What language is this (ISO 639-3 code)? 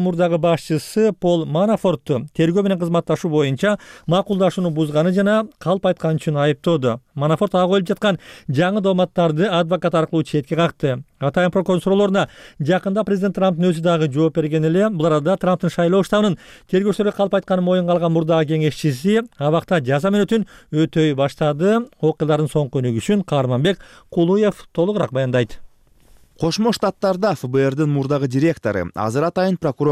kir